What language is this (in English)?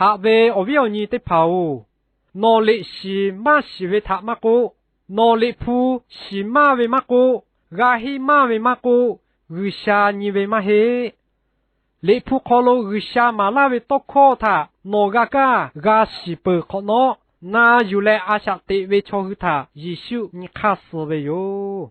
Lahu